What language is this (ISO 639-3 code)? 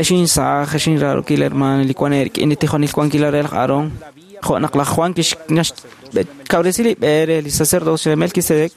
kek